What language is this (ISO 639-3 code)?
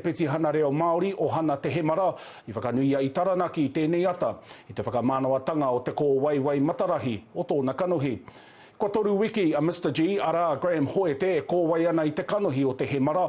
mri